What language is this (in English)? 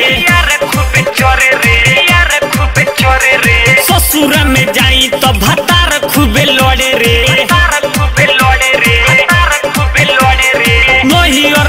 Bhojpuri